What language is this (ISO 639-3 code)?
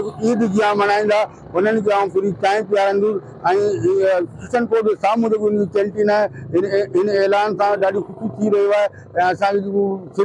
snd